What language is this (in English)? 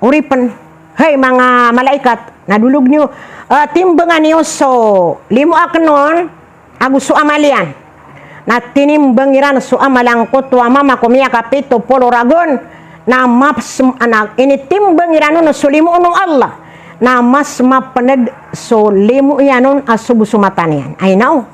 Maranao